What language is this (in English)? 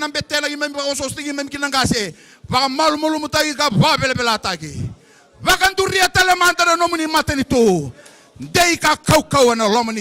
Fijian